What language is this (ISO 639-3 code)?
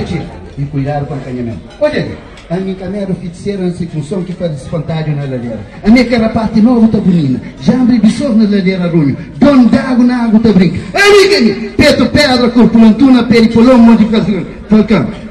kea